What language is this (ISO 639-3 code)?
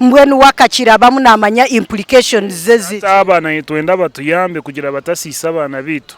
nyn